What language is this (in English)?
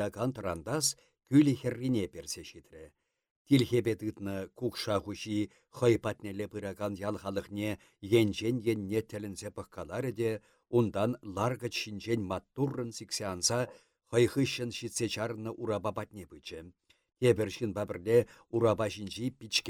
Chuvash